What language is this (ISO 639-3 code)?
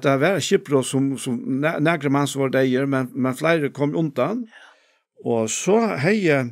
fao